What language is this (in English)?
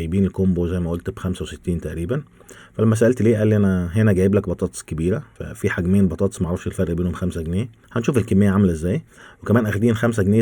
Egyptian Arabic